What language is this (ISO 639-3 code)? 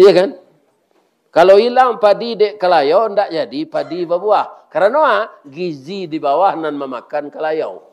min